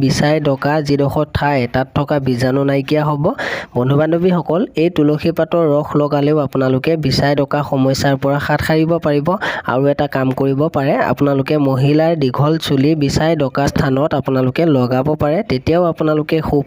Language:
Assamese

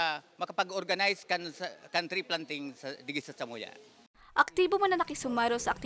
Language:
Bikol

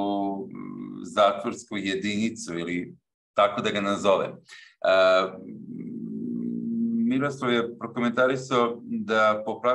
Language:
Serbian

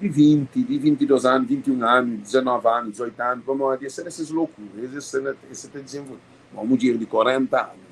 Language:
Kabuverdianu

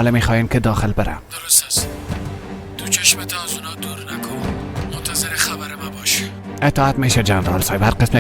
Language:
Persian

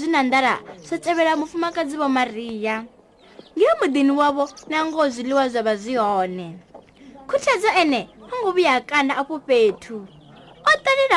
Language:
Venda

